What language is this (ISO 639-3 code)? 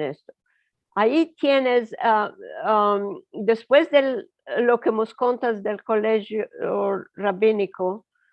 lad